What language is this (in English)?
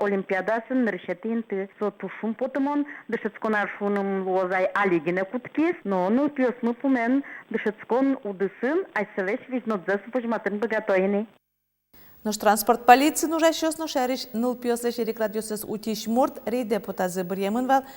Udmurt